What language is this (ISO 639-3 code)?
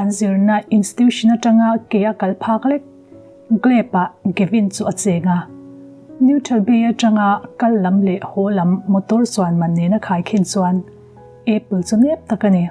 lus